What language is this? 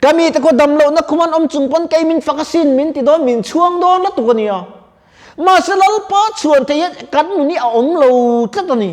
Mizo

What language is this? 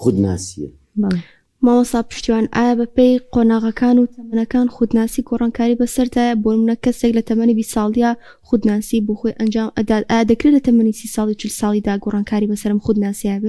Central Kurdish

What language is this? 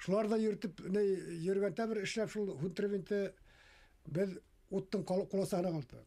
Bashkir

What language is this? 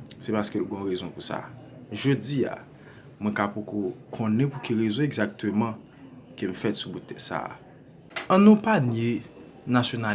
Haitian Creole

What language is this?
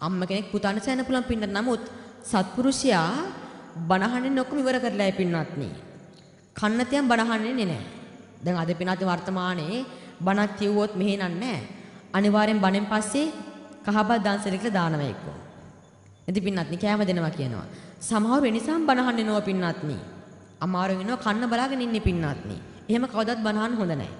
Sinhala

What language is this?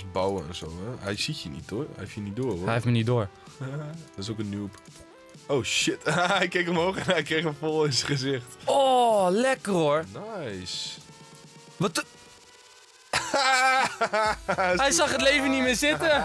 Dutch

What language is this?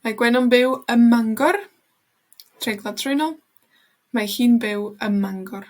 Welsh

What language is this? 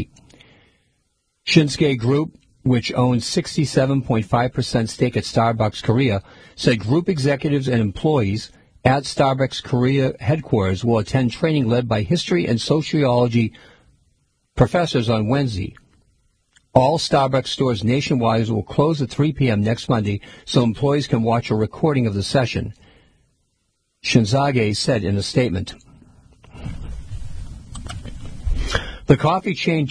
English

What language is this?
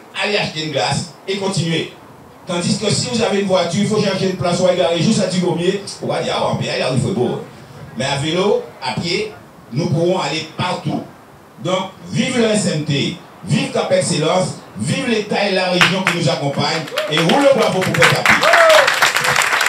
French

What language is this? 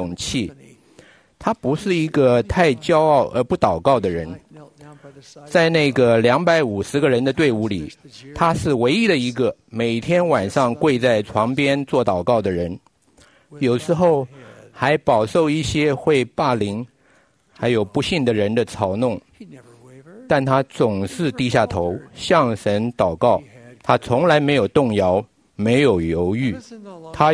Chinese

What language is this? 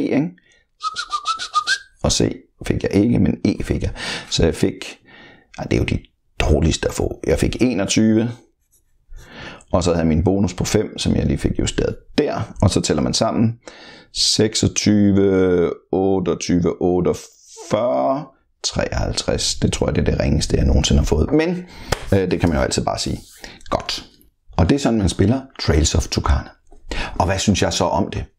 Danish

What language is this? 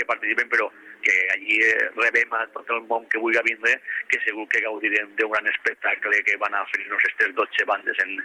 Catalan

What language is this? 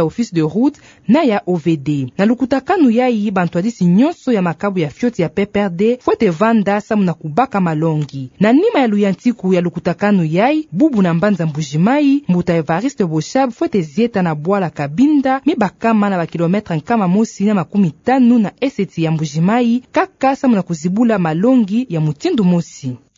Kituba (Democratic Republic of Congo)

